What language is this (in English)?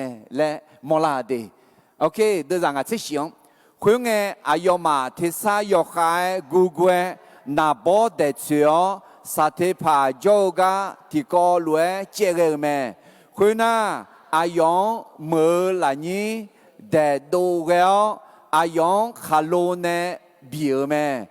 Akha